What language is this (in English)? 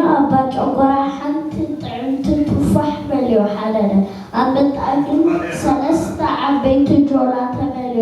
Tigrinya